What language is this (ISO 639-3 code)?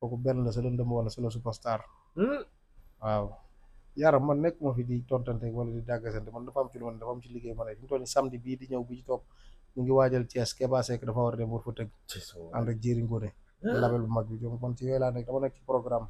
wol